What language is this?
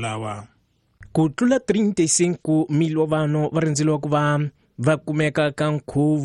Tsonga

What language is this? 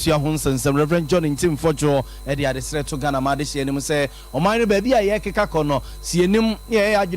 Akan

